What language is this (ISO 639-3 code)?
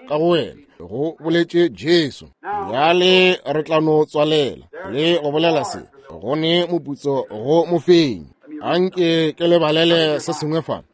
nso